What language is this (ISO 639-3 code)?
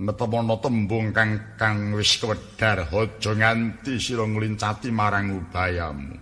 jav